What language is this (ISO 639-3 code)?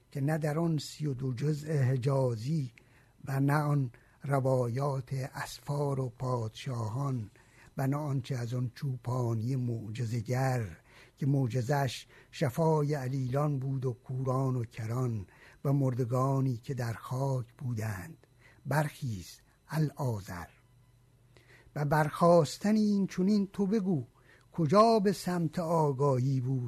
fas